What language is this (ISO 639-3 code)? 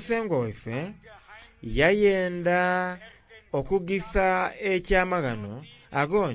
xog